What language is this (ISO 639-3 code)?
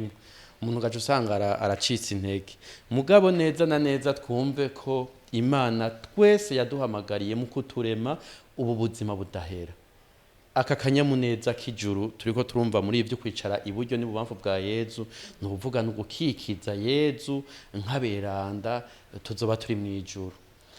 run